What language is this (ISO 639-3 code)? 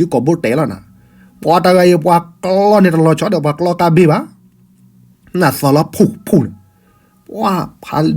ksw